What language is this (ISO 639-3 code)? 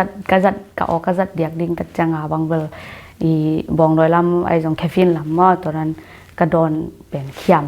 ctd